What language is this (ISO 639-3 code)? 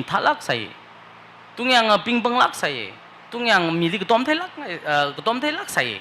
nmf